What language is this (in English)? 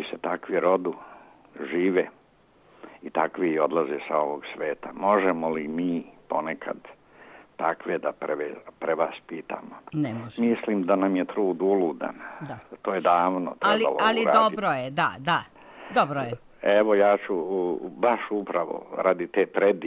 Serbian